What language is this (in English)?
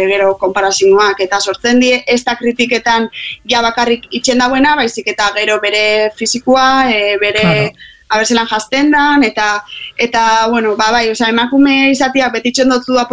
Basque